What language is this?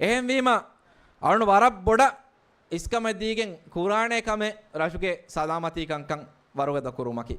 Divehi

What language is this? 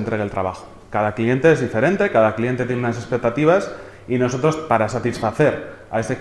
Spanish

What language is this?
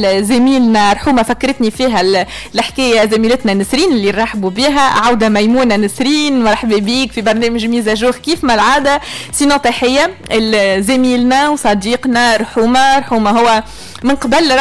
Tunisian Arabic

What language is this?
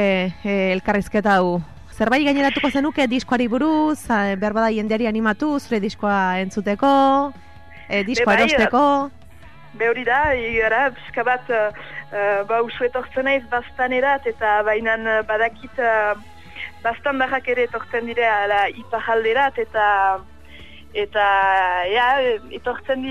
Basque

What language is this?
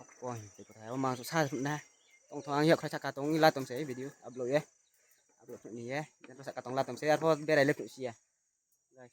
Riang (India)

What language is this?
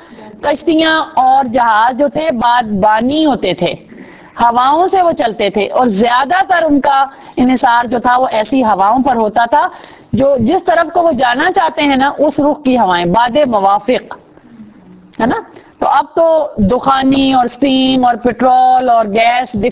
Urdu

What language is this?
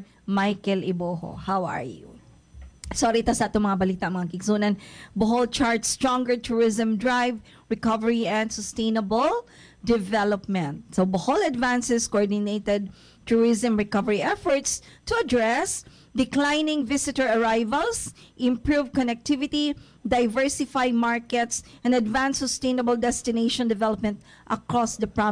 Cebuano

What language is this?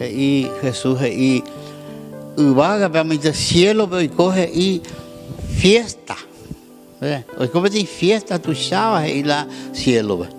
Guarani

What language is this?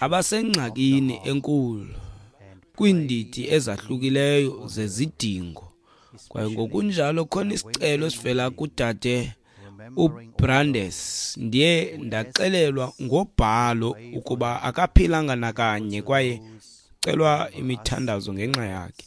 Xhosa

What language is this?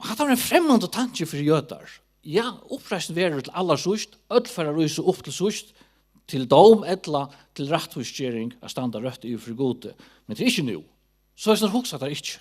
Faroese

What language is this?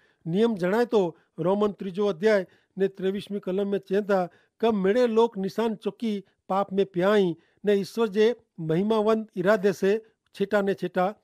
Kachhi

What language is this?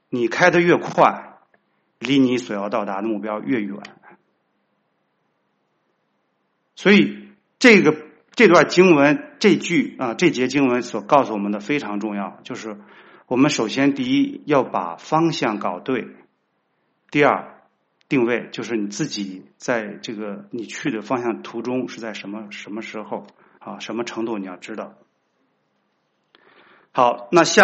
Chinese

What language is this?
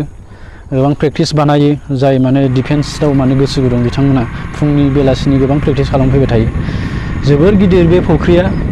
Bodo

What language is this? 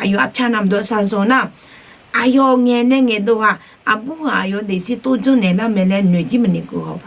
Akha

